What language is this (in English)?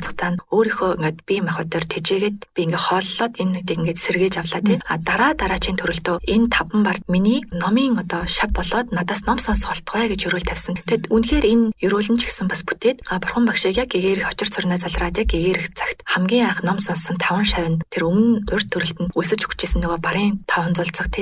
Mongolian